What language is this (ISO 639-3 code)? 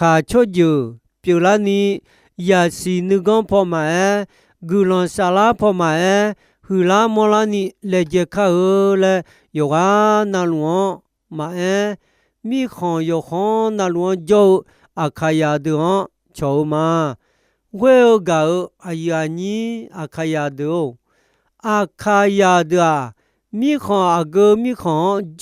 ahk